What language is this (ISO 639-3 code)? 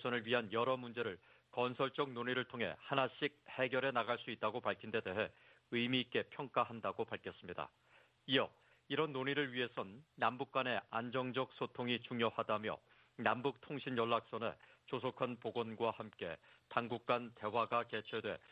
kor